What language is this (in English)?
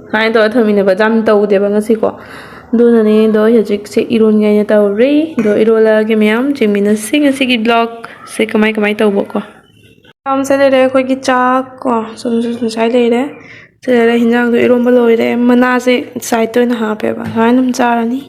Manipuri